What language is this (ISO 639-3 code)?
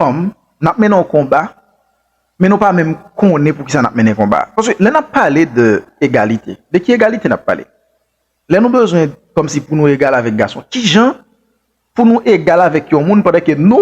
hat